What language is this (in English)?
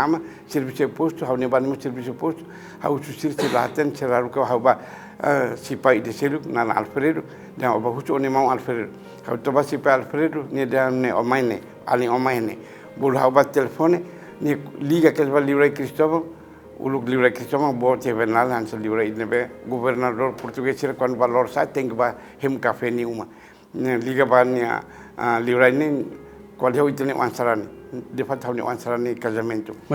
Tetum